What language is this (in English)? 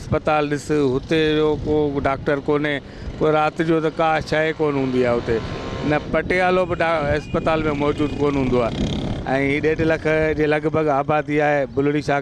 Sindhi